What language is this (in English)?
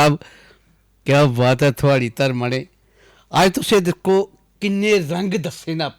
Dogri